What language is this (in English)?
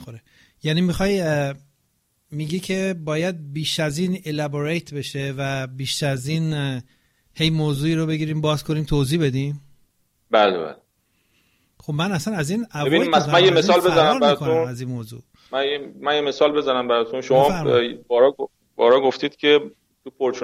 Persian